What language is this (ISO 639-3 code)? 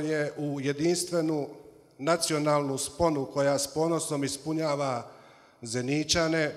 bos